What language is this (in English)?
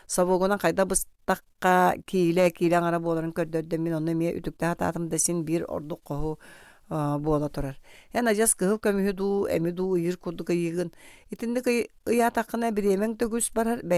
Yakut